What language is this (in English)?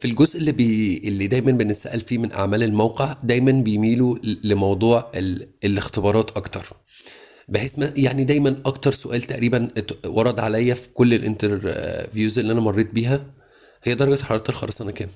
Egyptian Arabic